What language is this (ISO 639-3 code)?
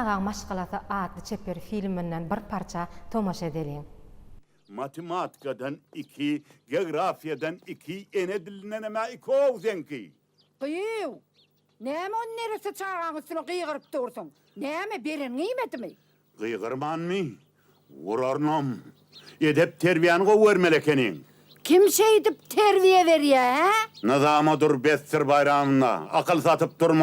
tuk